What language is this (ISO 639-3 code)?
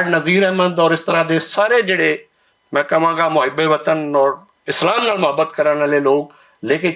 lah